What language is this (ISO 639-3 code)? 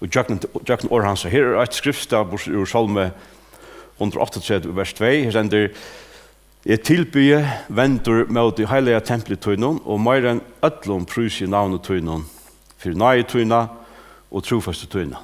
fao